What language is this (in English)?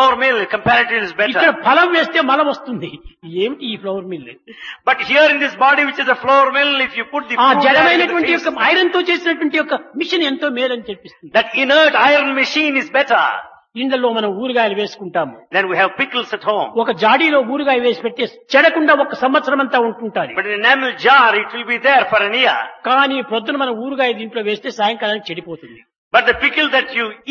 Telugu